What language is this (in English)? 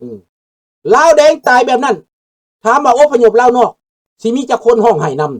Lao